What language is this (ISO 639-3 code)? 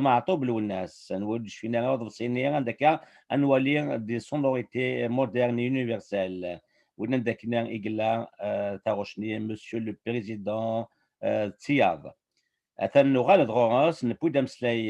kab